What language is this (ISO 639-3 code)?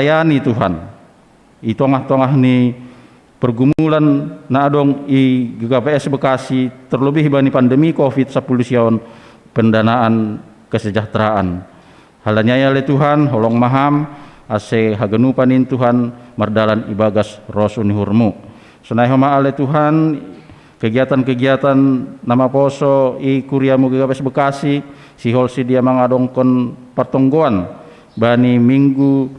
bts